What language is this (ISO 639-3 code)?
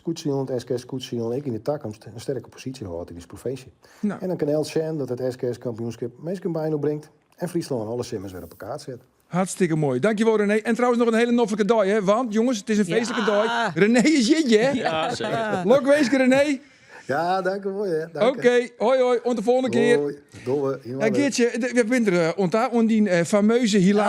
fry